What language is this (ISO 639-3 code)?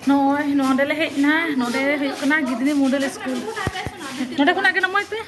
sat